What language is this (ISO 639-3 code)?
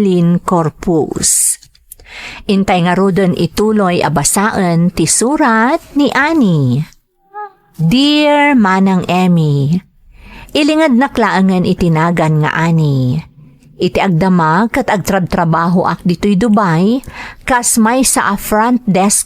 ilo